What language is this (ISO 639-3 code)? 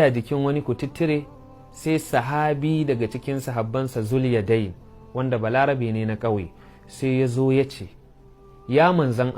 hau